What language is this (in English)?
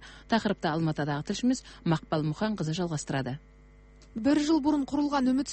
Kazakh